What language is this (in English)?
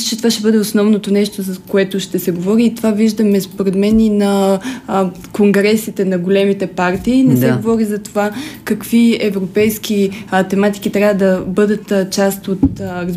Bulgarian